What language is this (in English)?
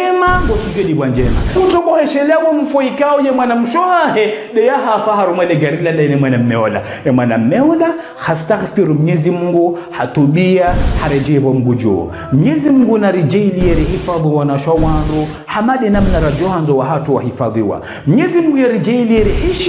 Ngazidja Comorian